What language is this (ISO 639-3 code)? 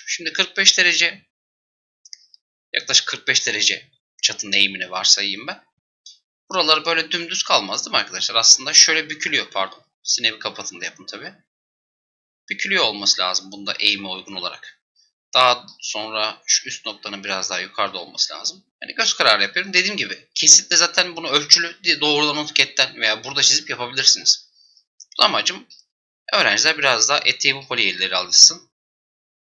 tur